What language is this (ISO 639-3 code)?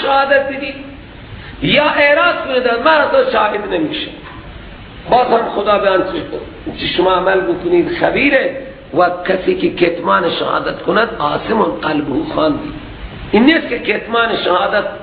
fas